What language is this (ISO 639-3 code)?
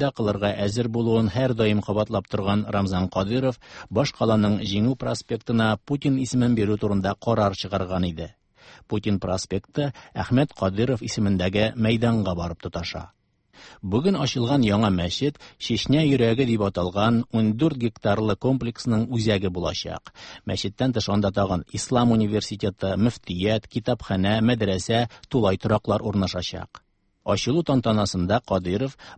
tat